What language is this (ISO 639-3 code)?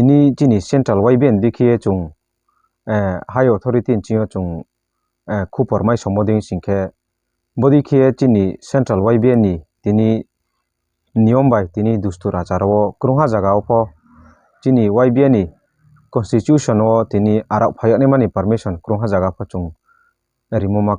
ria